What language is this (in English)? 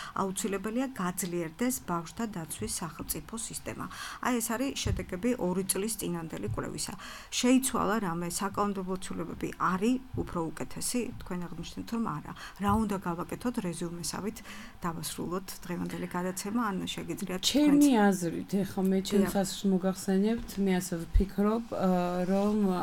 Georgian